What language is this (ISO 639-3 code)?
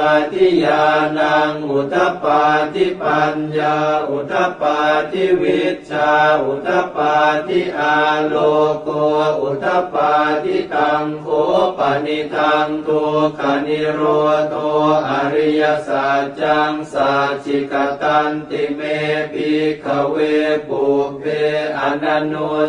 pli